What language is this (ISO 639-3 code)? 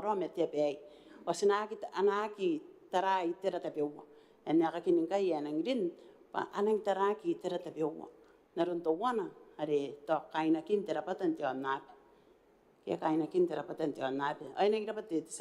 gil